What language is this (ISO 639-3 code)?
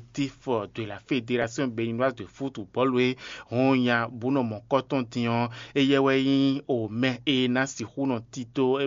fon